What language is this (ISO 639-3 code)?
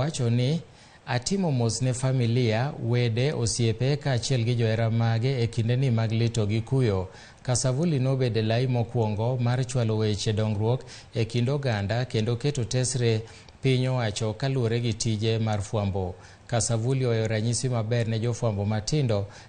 luo